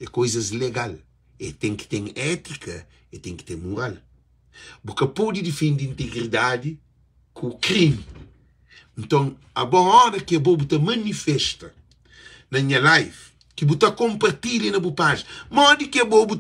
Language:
Kabuverdianu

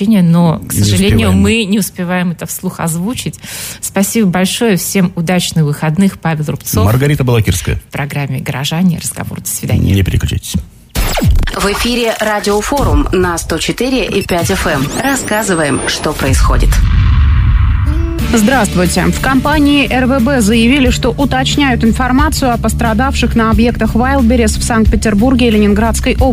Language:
Russian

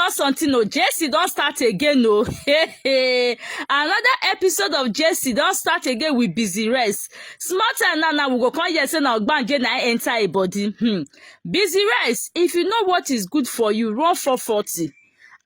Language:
Nigerian Pidgin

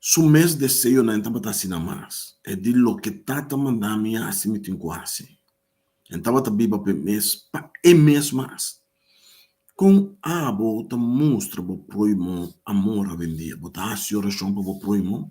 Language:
Papiamento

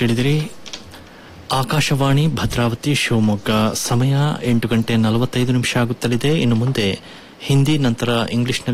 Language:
Kannada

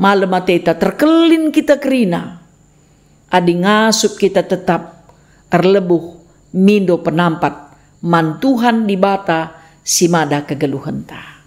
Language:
Batak Karo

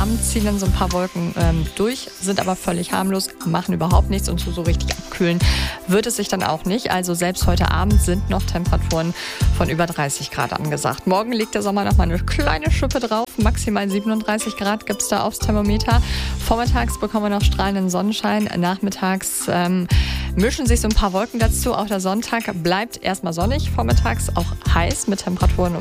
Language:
German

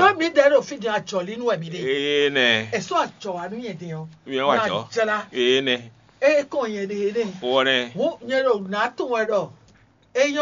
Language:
Fon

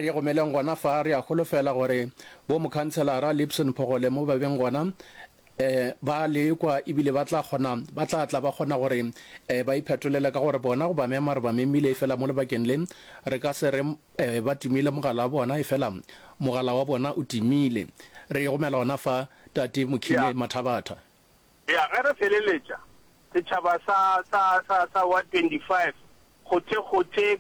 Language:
Northern Sotho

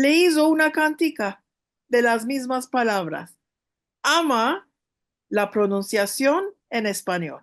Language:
Ladino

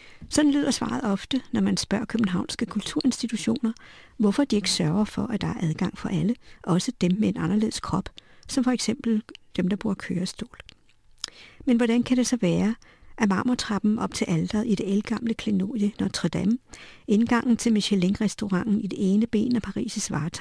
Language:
Danish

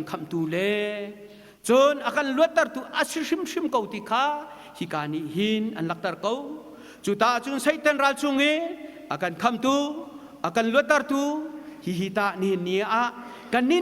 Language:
Hakha Chin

